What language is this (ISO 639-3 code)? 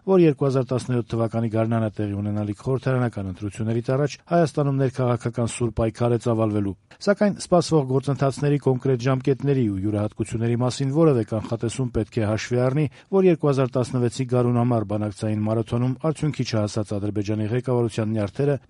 hye